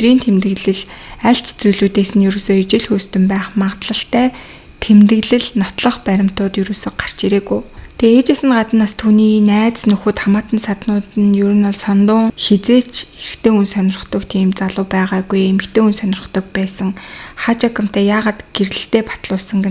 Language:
Mongolian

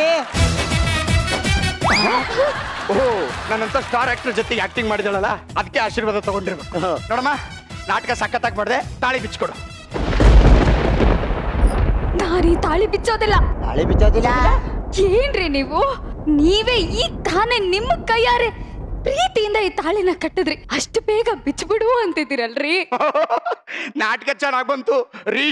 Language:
Kannada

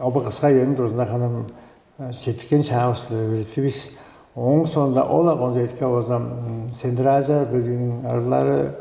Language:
Tuvinian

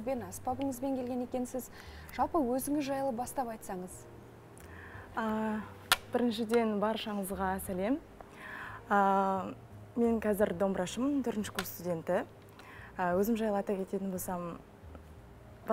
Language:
Kazakh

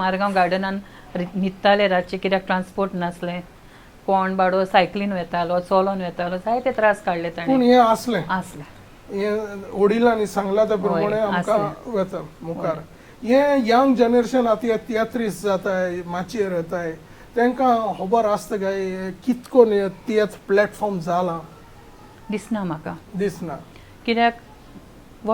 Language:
Konkani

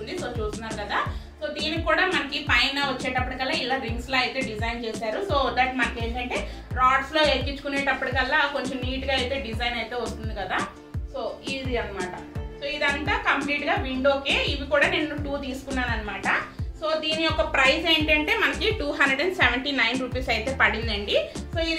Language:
Telugu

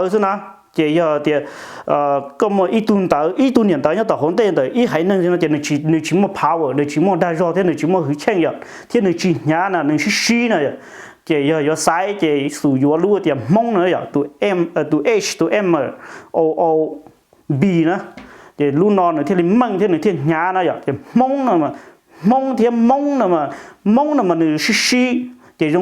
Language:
Hmong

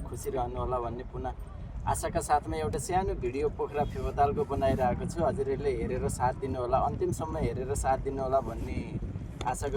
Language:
Nepali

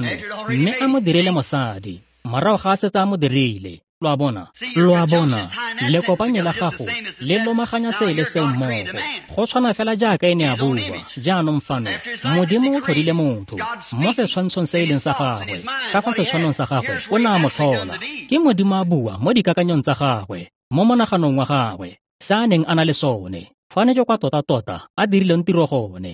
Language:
Tswana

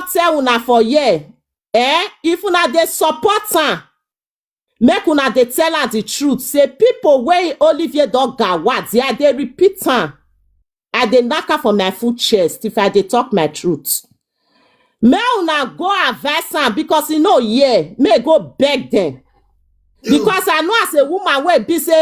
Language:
Nigerian Pidgin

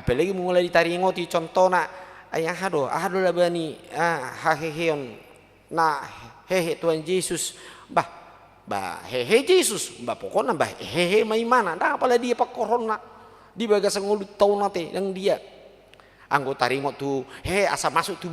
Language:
Batak Toba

